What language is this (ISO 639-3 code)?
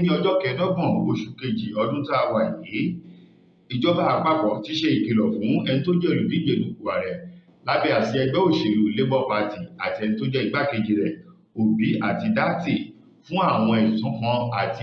yor